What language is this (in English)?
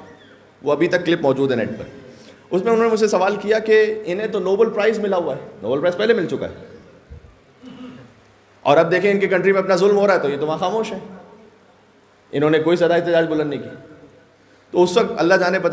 Urdu